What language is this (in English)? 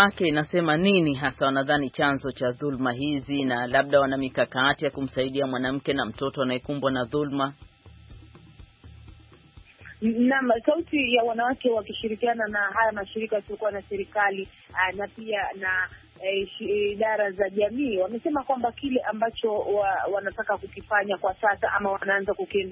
Swahili